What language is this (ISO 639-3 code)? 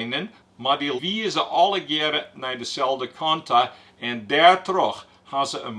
fry